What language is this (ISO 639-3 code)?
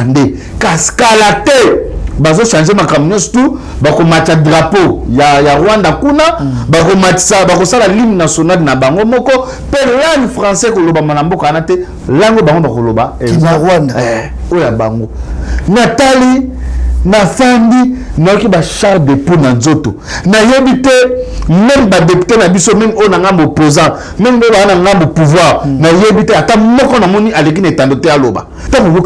lin